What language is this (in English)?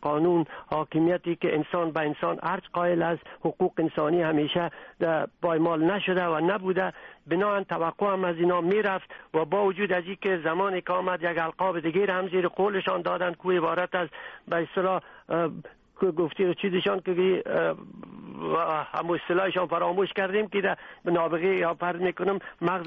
Persian